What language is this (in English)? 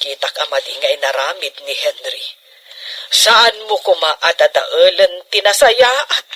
Iloko